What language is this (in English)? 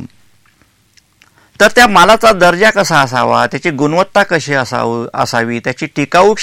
Marathi